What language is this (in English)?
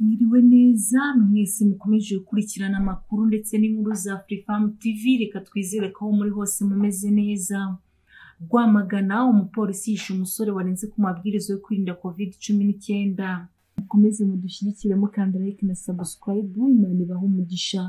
Kinyarwanda